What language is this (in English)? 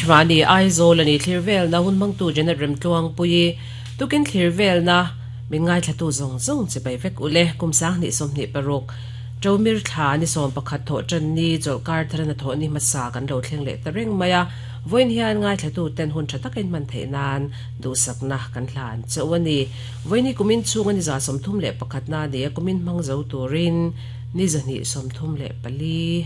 Mizo